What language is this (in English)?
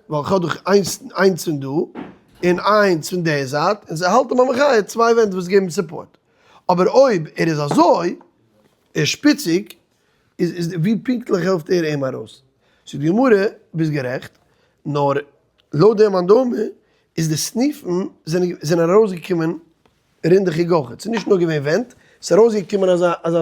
Yiddish